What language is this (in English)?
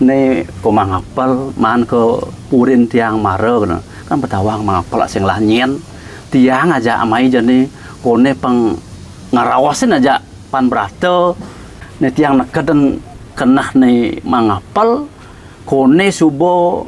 Balinese